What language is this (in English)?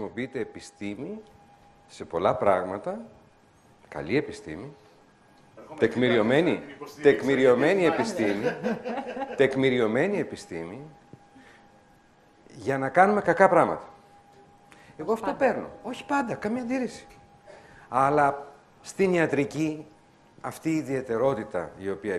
Greek